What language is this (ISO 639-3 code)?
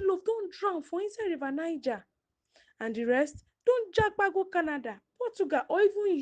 pcm